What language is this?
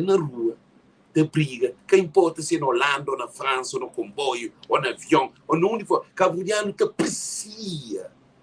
Kabuverdianu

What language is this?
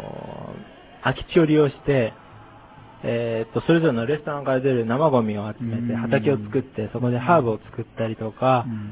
Japanese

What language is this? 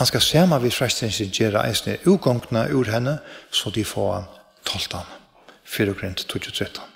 Faroese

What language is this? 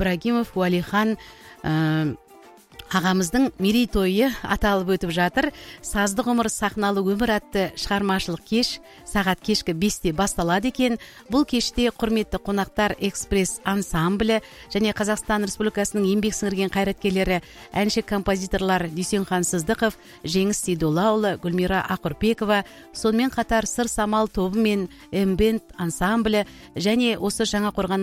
Kazakh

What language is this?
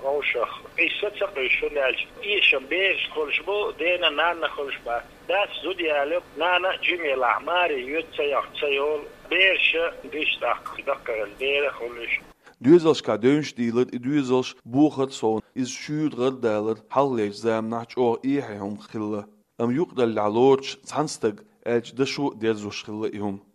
Chechen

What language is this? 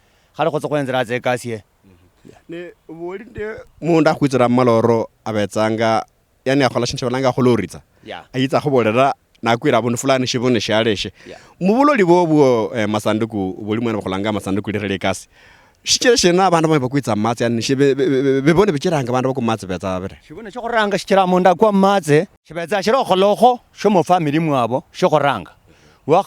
Luyia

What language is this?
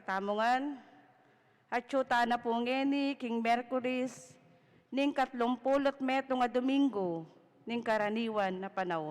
Pampanga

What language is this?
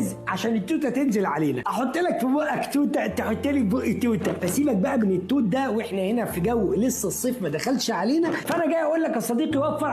Egyptian Arabic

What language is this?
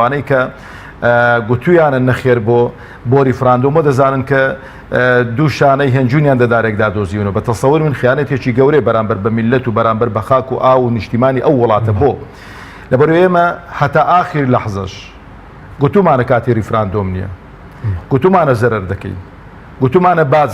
Central Kurdish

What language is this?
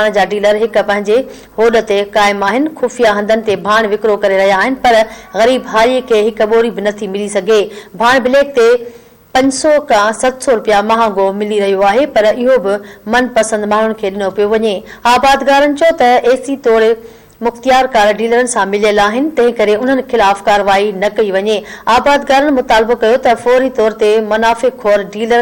Sindhi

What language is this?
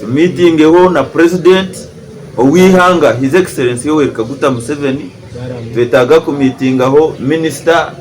Nyankole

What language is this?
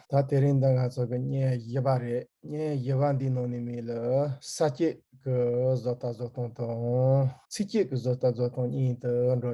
Tibetan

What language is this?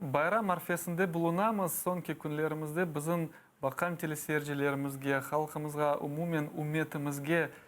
Crimean Tatar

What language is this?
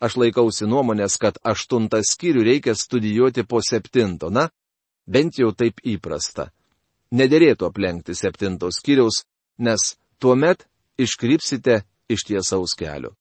Lithuanian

